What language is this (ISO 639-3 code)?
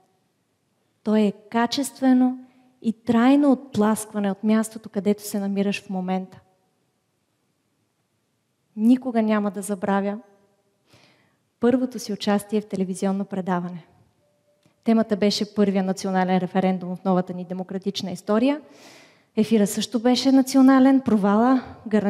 bul